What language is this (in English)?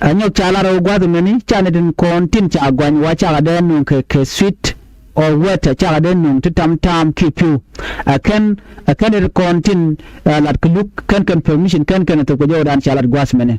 Nuer